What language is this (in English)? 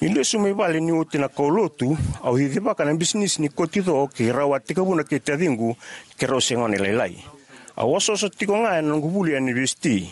Fijian